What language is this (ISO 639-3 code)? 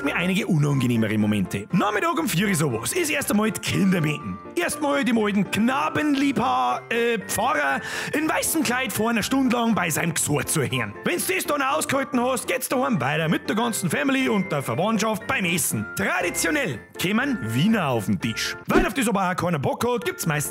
bar